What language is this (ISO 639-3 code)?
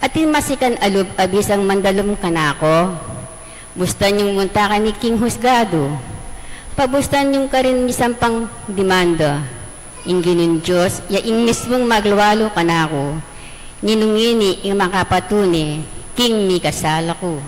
pam